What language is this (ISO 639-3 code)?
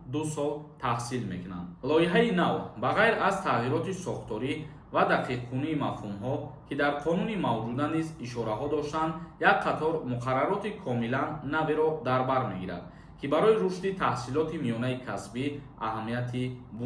tgk